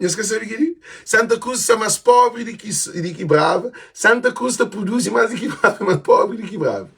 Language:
Kabuverdianu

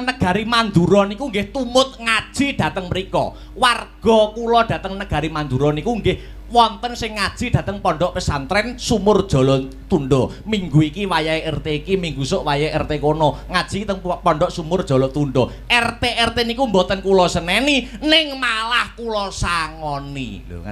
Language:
Javanese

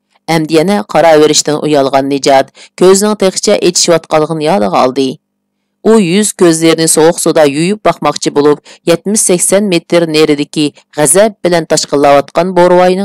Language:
Uyghur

